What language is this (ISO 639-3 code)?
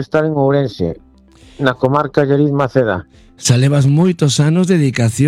glg